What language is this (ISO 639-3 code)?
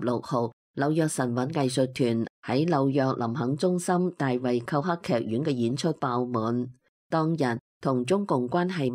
yue